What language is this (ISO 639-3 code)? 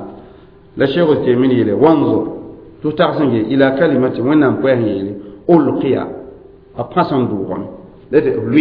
mos